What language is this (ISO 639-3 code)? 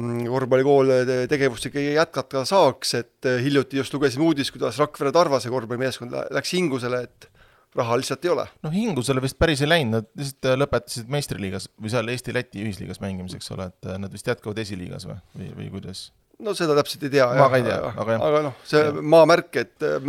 est